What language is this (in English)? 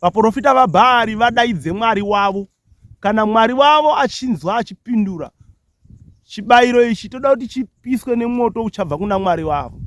Shona